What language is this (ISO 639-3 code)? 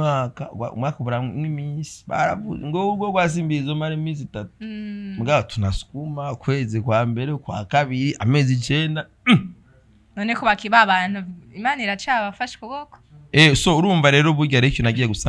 run